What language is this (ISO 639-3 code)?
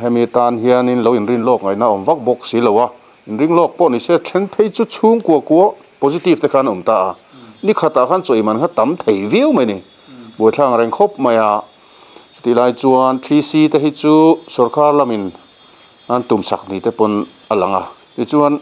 lus